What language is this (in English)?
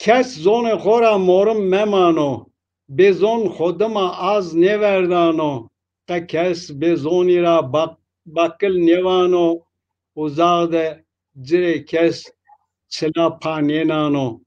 Zaza